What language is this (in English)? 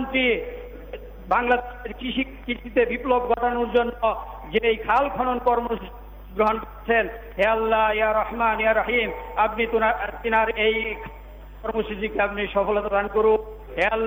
Bangla